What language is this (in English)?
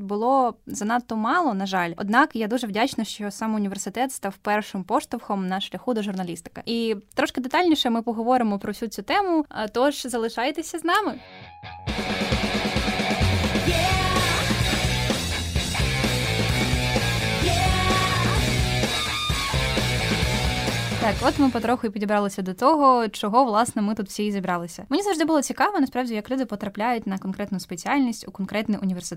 Ukrainian